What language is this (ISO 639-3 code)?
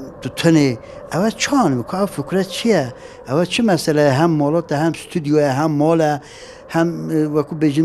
kur